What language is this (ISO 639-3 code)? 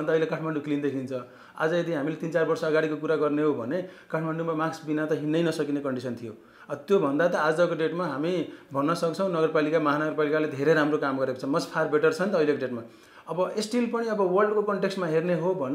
nep